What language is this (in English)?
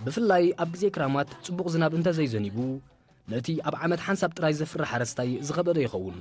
Tigrinya